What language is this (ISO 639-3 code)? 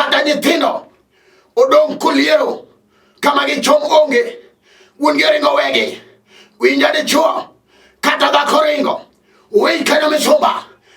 luo